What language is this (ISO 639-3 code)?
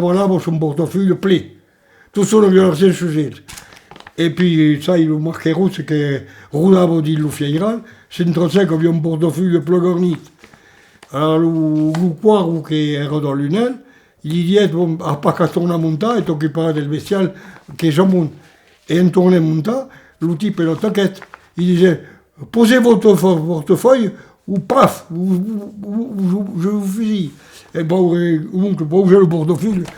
oci